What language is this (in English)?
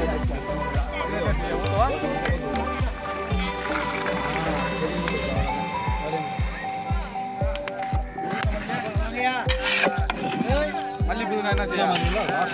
Tamil